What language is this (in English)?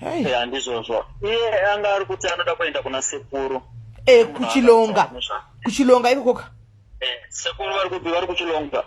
Shona